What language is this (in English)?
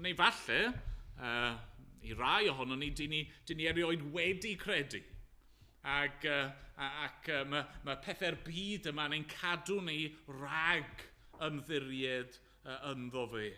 Welsh